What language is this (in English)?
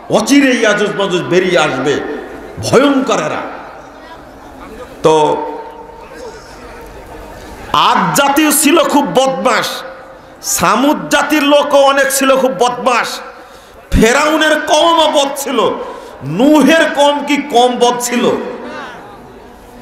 Bangla